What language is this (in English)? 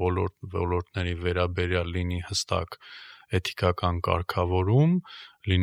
Armenian